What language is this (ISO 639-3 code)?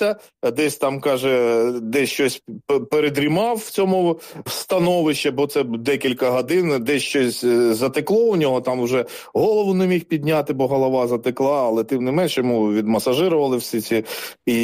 ukr